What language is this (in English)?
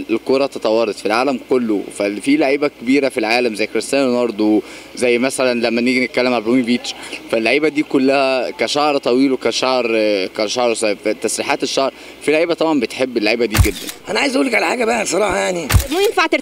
Egyptian Arabic